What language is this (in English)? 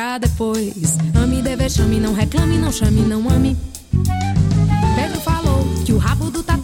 Portuguese